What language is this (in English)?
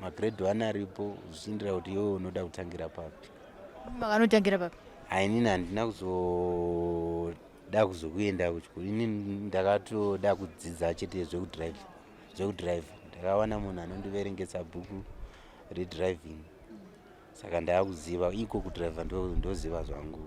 Shona